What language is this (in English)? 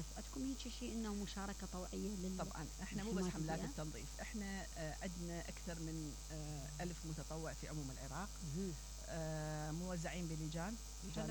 Mesopotamian Arabic